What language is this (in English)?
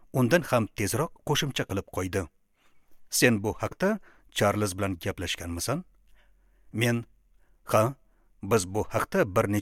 Uzbek